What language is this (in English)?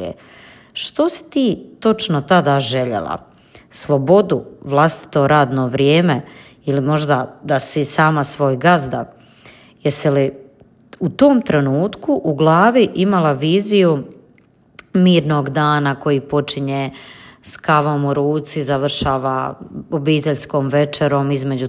Croatian